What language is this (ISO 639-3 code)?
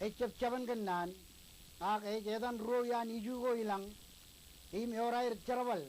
mah